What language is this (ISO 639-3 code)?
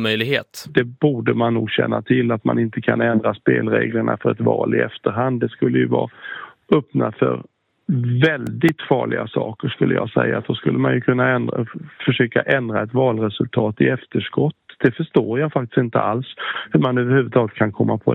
swe